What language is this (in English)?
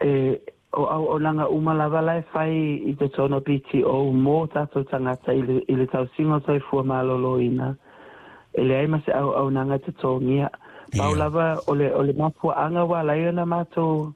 Samoan